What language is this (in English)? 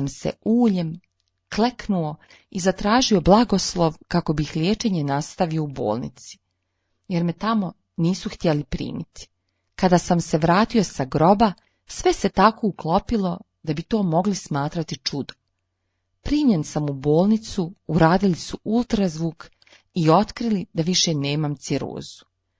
Serbian